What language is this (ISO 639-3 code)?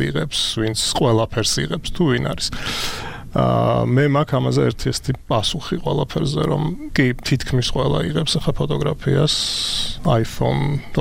kat